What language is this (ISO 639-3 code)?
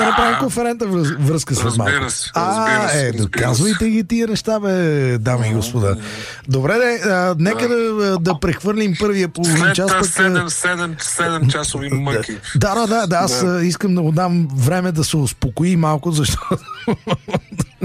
bul